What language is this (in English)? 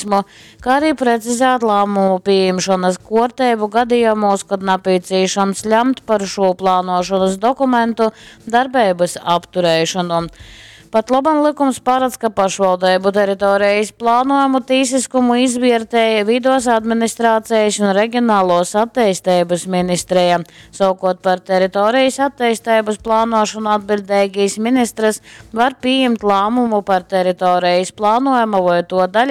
Latgalian